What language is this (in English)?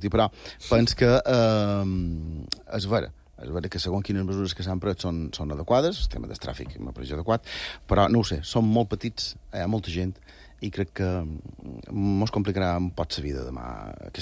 Catalan